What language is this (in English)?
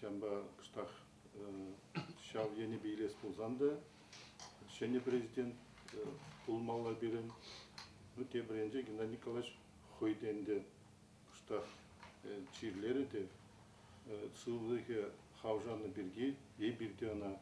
Chuvash